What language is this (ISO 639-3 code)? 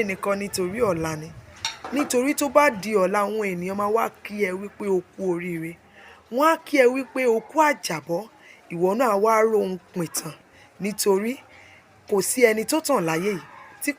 yor